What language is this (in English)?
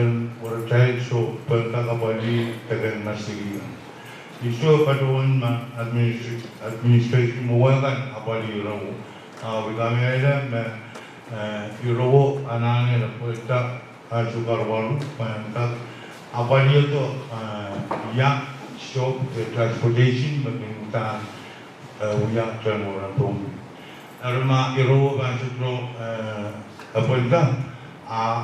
Pohnpeian